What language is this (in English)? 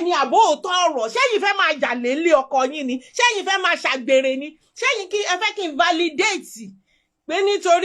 Yoruba